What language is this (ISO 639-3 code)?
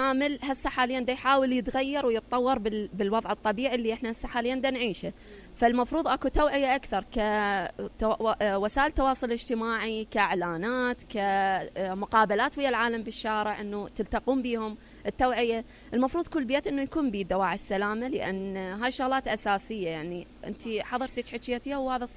acm